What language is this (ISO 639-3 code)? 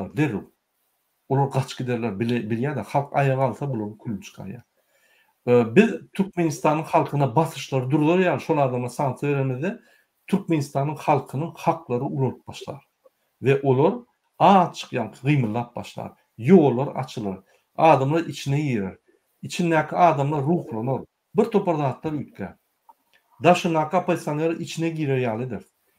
tuk